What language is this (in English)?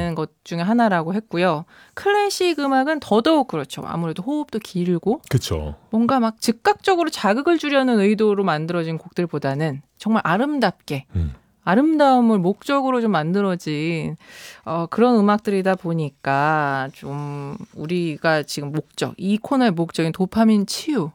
Korean